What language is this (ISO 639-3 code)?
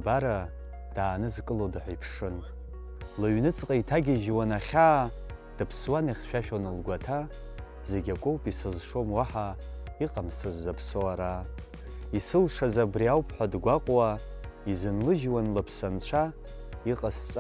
abk